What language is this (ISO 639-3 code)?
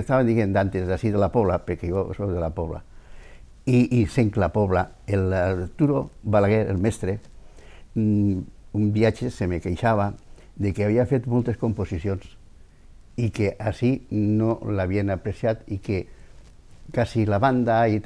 cat